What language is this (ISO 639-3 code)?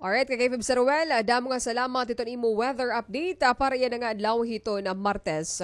war